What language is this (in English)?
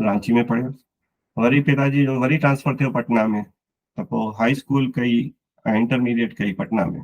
Sindhi